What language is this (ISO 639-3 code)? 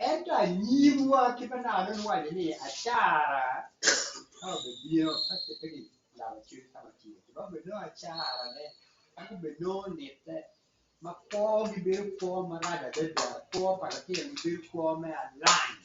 ach